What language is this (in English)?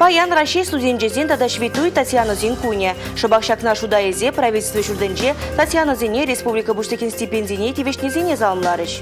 Chuvash